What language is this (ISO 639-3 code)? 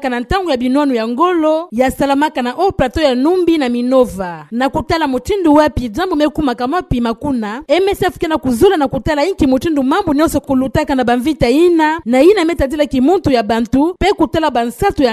ktu